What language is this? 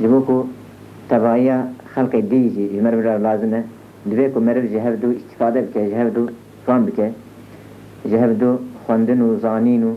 Kurdish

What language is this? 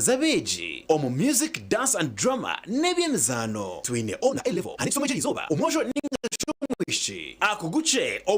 Nyankole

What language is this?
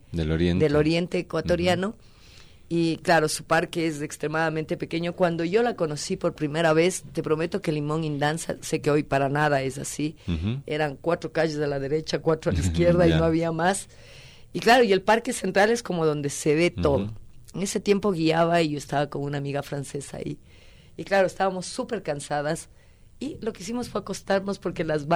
Spanish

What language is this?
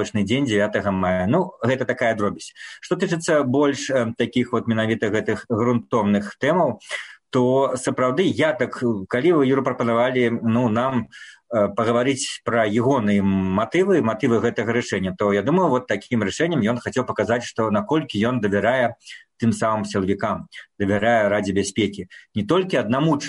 Belarusian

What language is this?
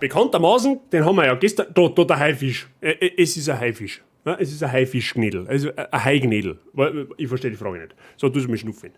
Bavarian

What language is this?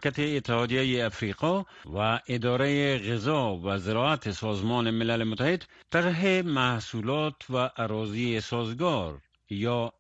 Persian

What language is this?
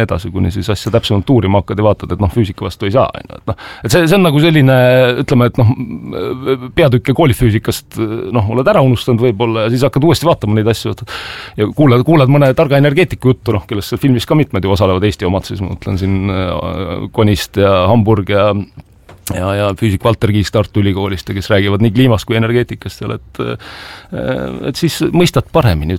Estonian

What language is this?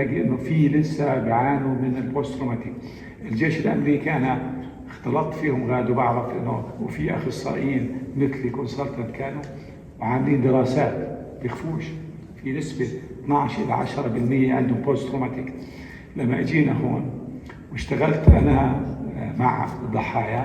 North Levantine Arabic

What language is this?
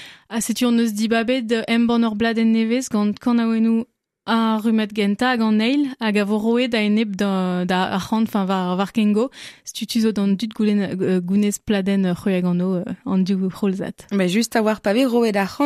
Breton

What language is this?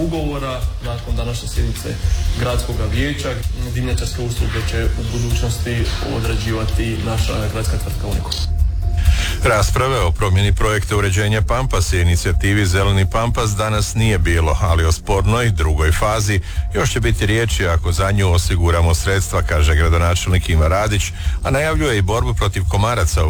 Croatian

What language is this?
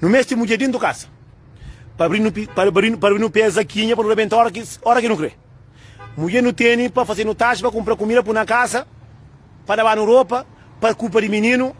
Kabuverdianu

